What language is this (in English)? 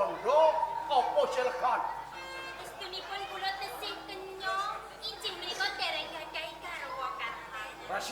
Javanese